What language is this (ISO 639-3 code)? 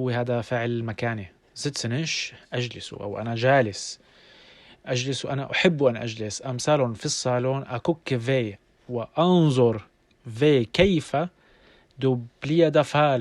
apc